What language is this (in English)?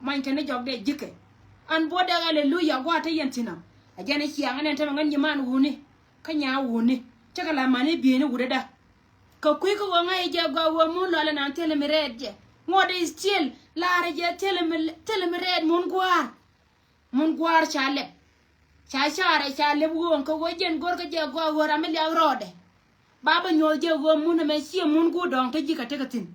Nuer